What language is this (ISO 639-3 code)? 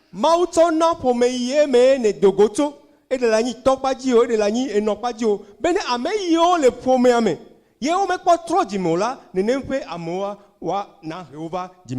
ewe